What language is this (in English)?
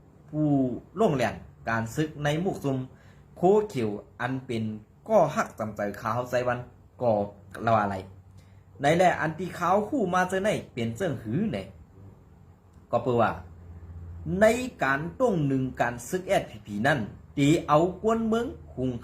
Shan